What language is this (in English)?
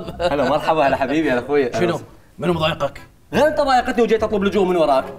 Mesopotamian Arabic